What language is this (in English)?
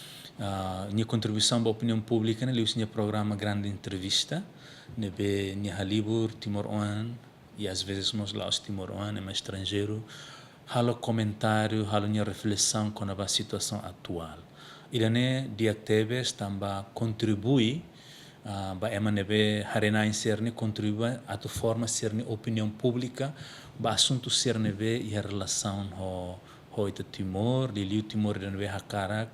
Tetum